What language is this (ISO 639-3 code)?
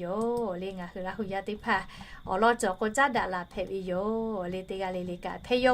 lhu